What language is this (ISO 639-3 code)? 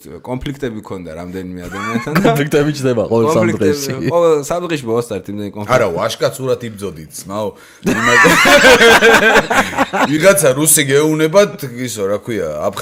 kat